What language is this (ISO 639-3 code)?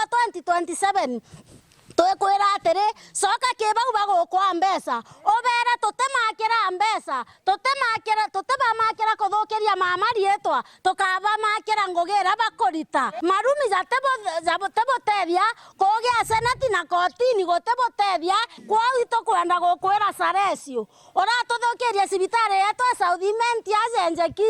mer